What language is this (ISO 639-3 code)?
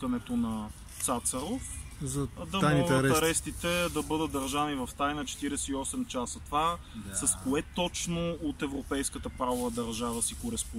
bul